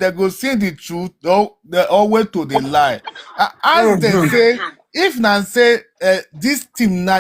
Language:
Nigerian Pidgin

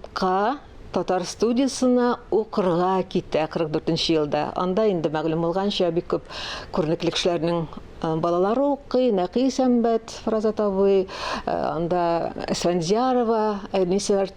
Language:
Tatar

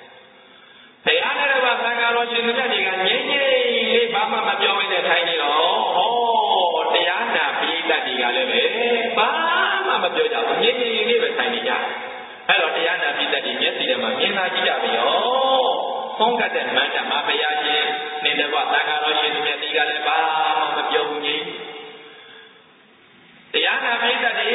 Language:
Burmese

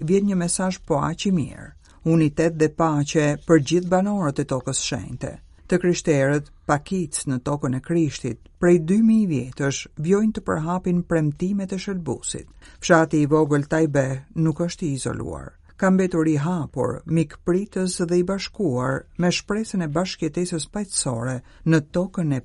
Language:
Albanian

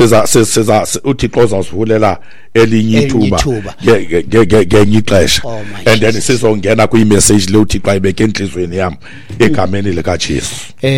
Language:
Xhosa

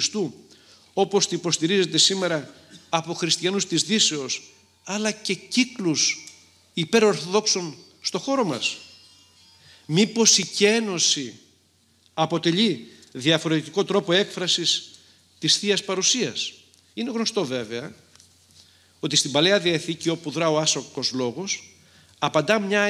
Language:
Greek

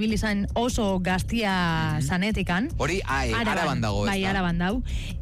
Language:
Basque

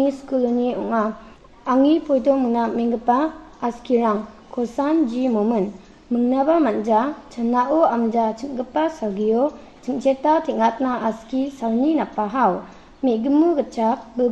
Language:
Garo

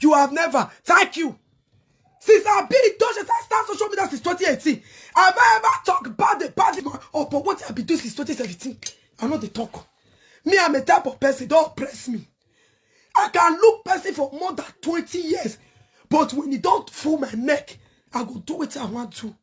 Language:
Nigerian Pidgin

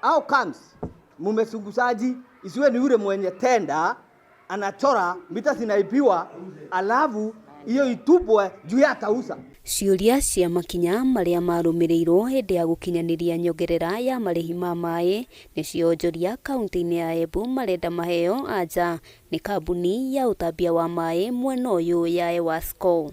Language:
Kikuyu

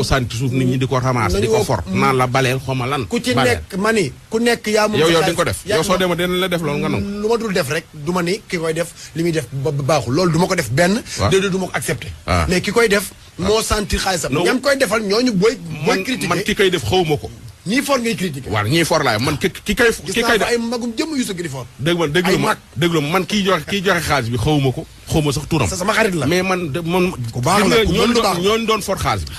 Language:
Wolof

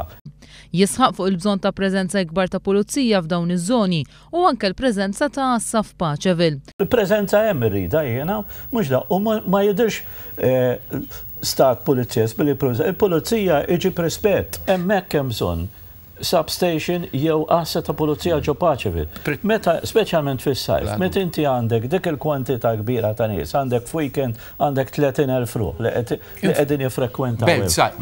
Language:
Maltese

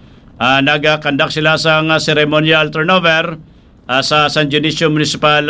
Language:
Hiligaynon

